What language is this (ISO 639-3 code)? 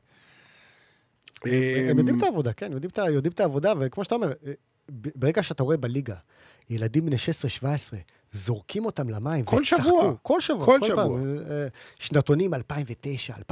heb